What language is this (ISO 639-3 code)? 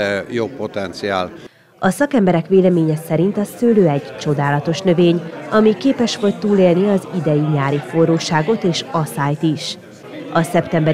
hun